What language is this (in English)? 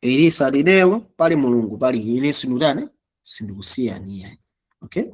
Nyanja